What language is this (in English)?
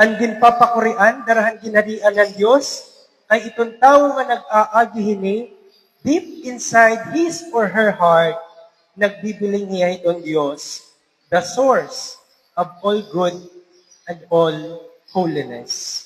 Waray